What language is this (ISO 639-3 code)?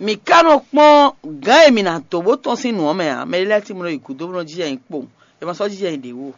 fon